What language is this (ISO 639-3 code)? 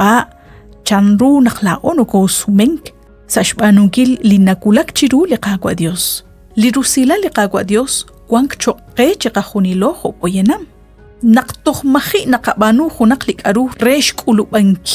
kek